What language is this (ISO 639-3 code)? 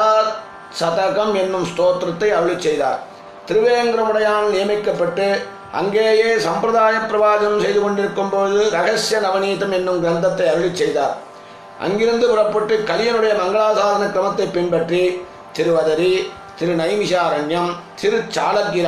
tam